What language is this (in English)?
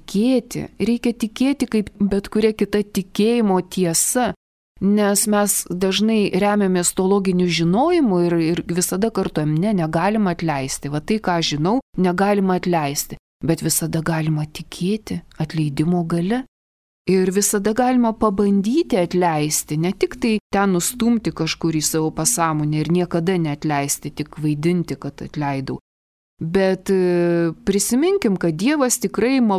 Lithuanian